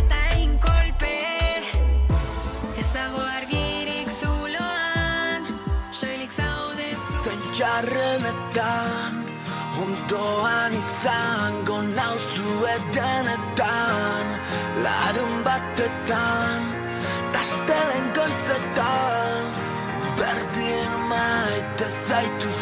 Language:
Basque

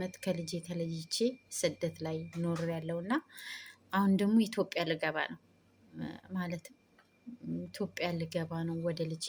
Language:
Amharic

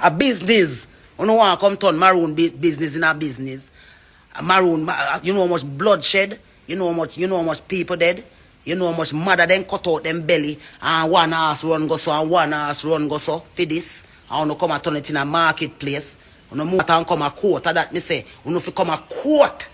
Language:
Jamaican Creole English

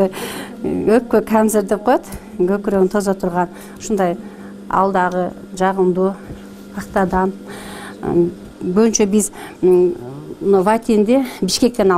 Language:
Kyrgyz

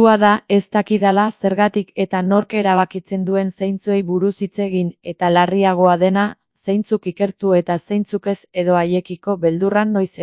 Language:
Basque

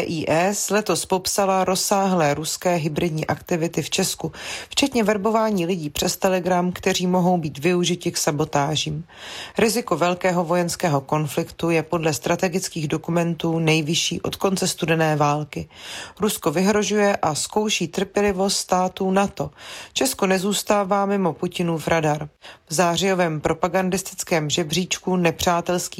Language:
Czech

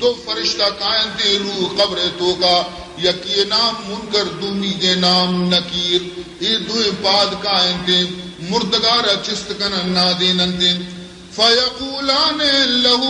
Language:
Baluchi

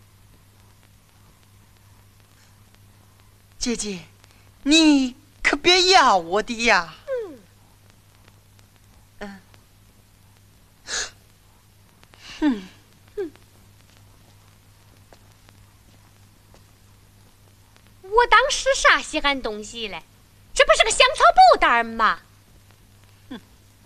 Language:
Chinese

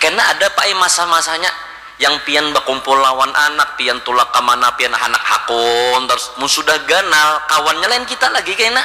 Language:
Banjar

